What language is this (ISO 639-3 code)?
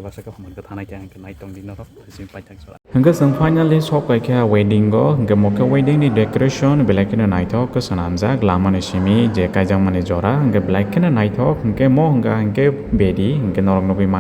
trp